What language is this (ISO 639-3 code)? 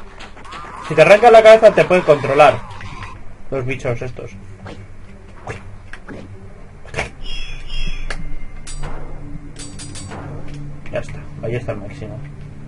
spa